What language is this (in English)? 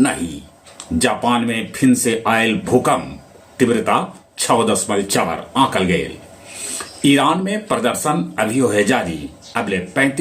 Magahi